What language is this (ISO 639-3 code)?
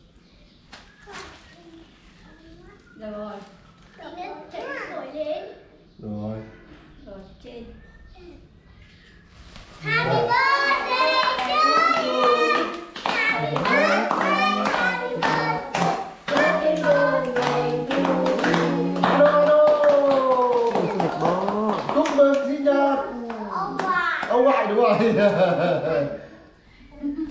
vie